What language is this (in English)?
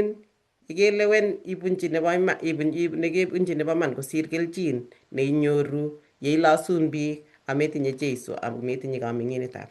Kalenjin